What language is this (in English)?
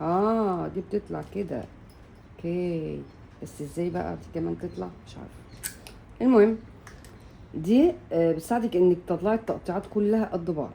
Egyptian Arabic